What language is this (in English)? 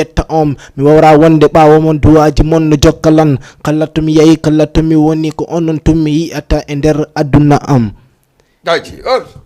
Fula